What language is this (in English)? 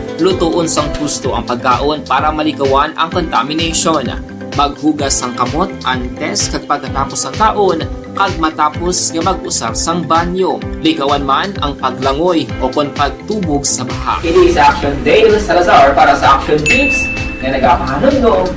Hiligaynon